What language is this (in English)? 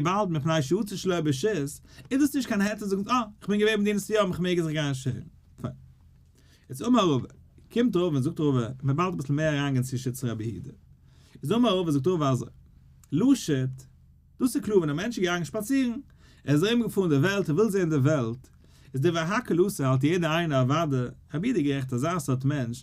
Yiddish